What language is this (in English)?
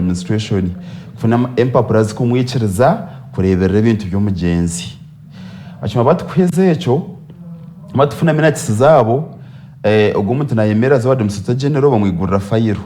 Nyankole